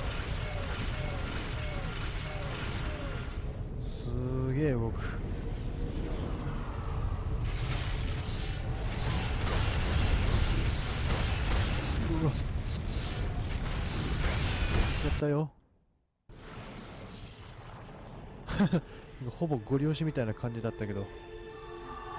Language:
Japanese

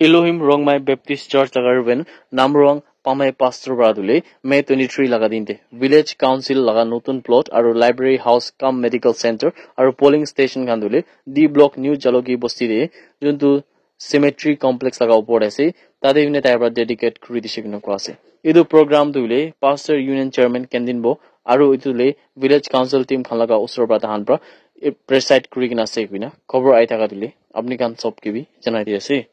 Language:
Naga Pidgin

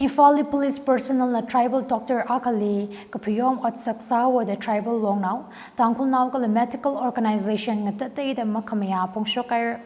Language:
Tangkhul Naga (India)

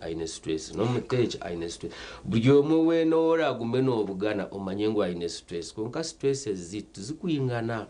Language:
Nyankole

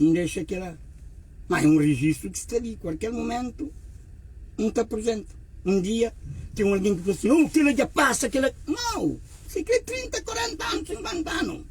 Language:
Kabuverdianu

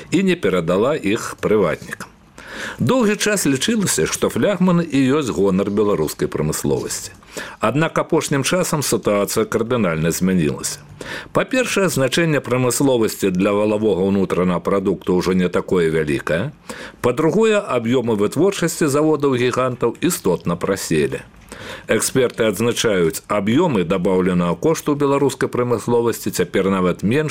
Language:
Belarusian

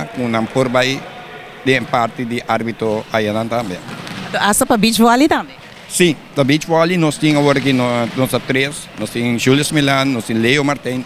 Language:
Papiamento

